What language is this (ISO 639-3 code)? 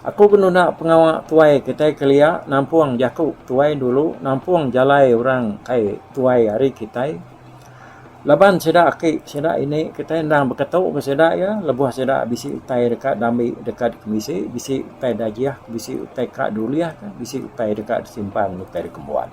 iba